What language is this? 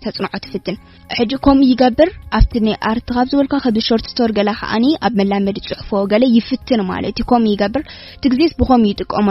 Tigrinya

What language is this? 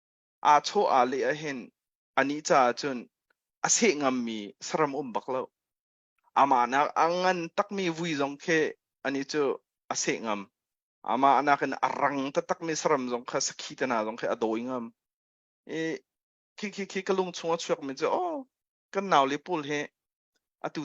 Hakha Chin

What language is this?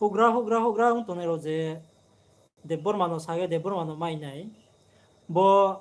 Riang (India)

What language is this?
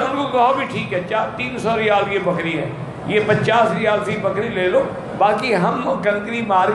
Urdu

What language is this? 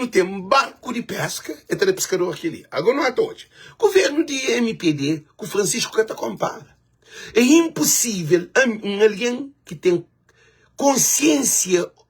Kabuverdianu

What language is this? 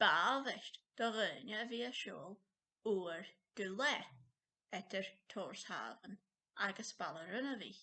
Scottish Gaelic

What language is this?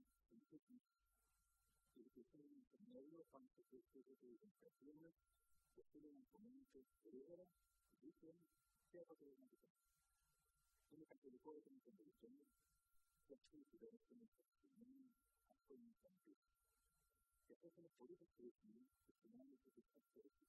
Greek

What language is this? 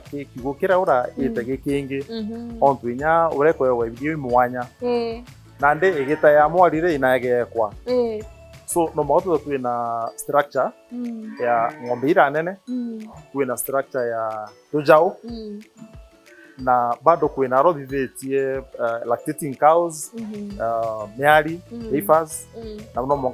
Meru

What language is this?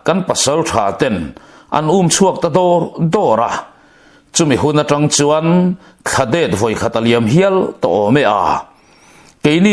Mizo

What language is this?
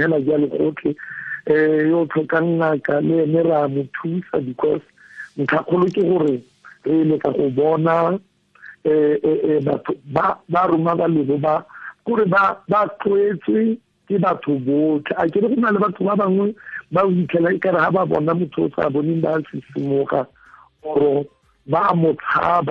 Tswana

